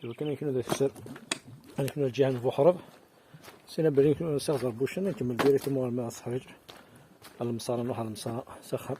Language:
Kabyle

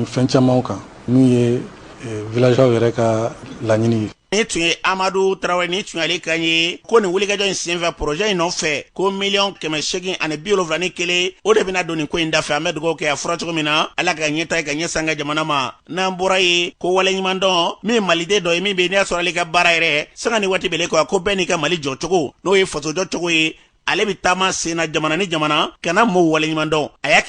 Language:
Bambara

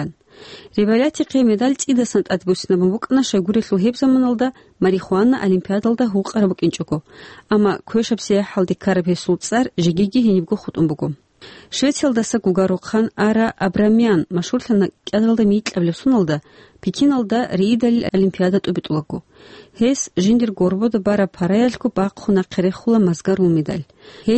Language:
Avaric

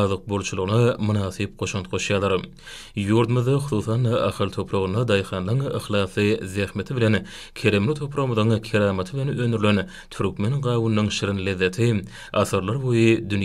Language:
Turkmen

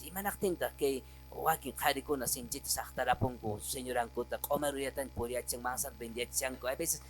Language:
Quechua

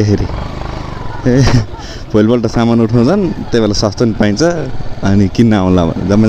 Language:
Nepali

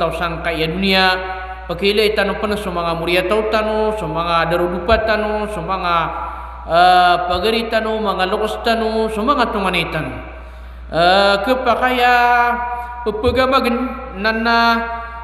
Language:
Maranao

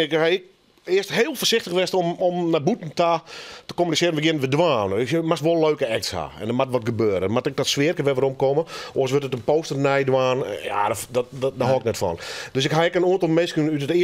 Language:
Western Frisian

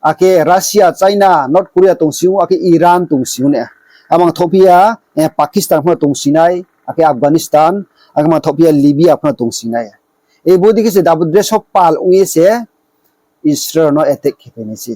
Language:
Riang (India)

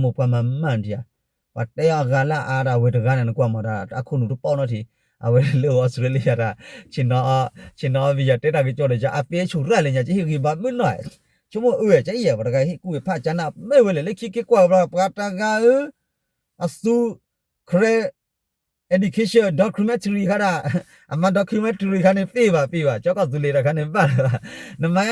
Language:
S'gaw Karen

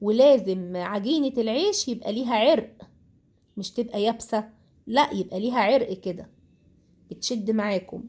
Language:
Egyptian Arabic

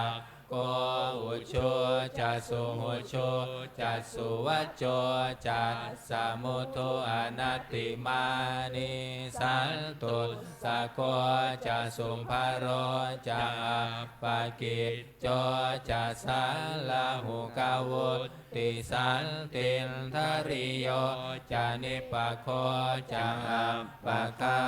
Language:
Pali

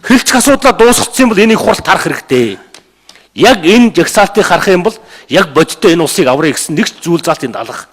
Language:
Mongolian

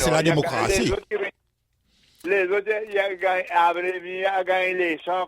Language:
Seselwa Creole French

